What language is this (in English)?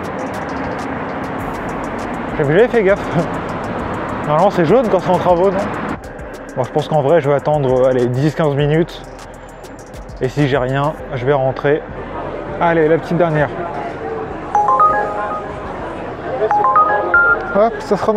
French